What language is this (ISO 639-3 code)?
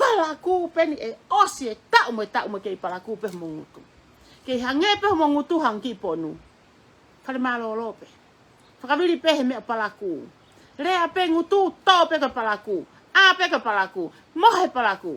ton